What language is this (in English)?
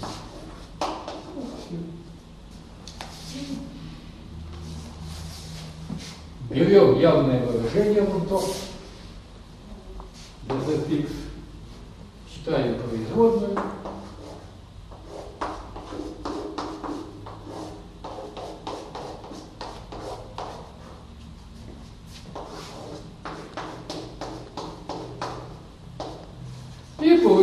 Russian